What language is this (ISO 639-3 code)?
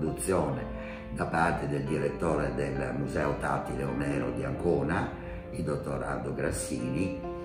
ita